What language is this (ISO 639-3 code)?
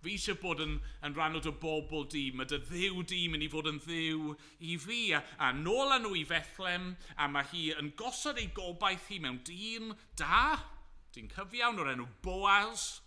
cym